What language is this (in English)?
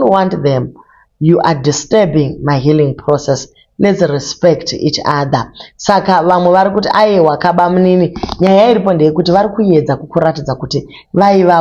Shona